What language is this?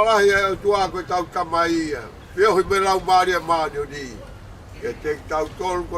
Tongan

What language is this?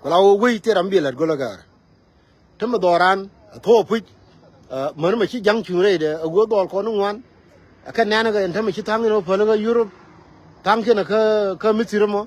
Nuer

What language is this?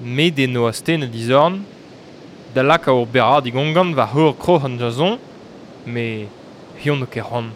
Breton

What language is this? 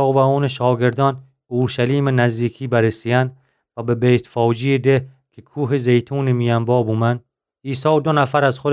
Gilaki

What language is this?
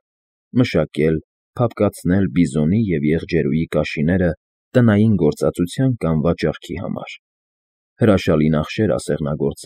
Armenian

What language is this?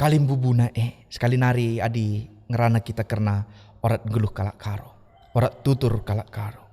Batak Karo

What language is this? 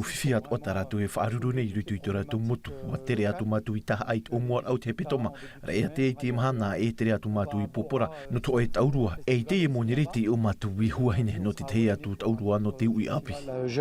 Tahitian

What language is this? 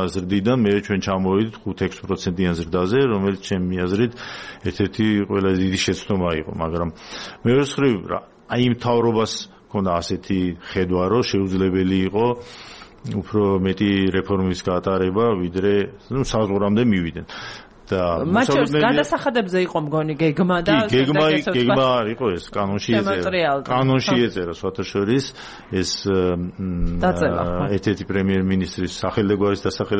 Georgian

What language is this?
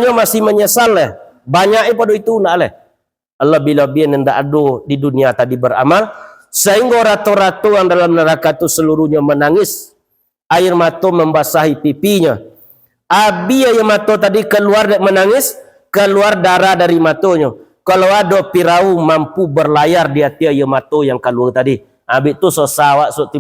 Minangkabau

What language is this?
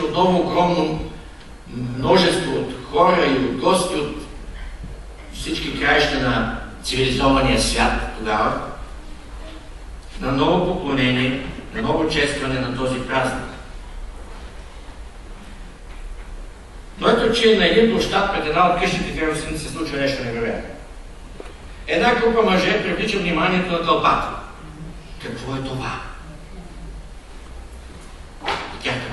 Bulgarian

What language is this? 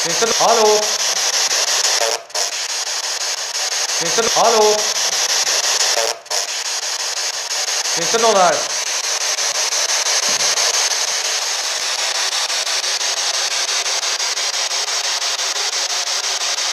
Swedish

